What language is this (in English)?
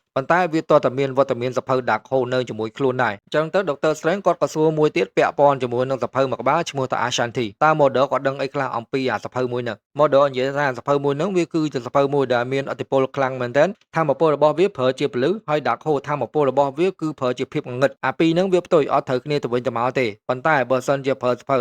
Khmer